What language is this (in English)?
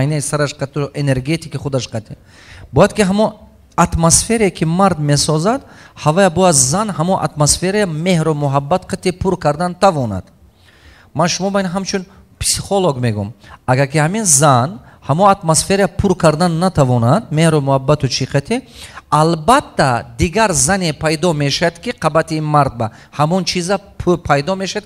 Tajik